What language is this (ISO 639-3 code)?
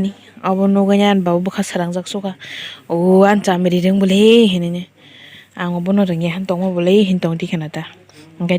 trp